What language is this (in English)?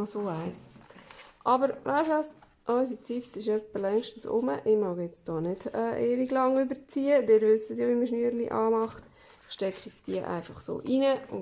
Swiss German